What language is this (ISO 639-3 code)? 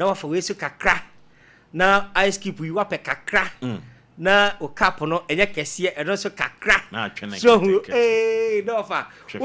aka